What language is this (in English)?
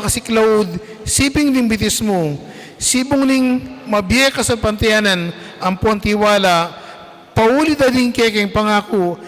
Pampanga